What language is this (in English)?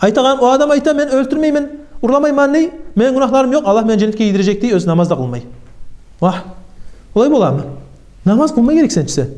Kumyk